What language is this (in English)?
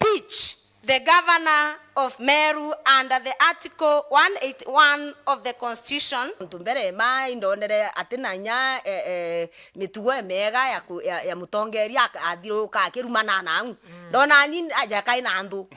Meru